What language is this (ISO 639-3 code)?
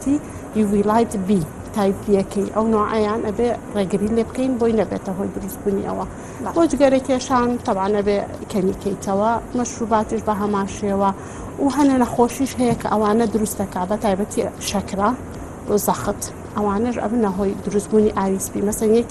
ckb